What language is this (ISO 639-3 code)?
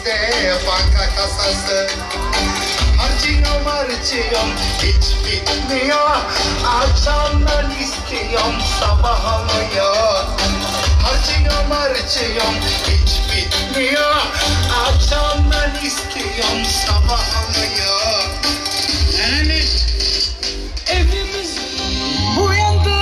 tur